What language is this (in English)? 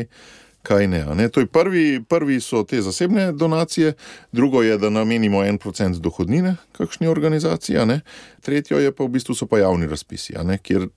Slovenian